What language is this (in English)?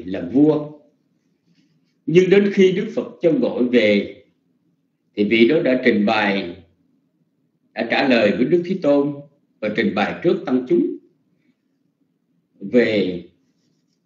Vietnamese